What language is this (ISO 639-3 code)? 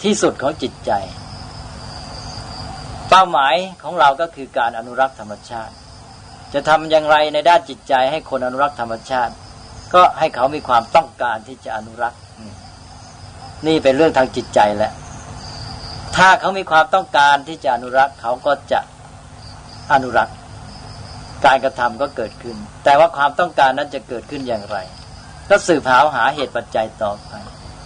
tha